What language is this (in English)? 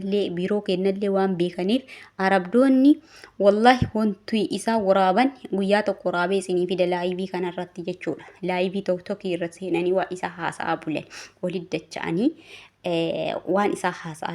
Oromo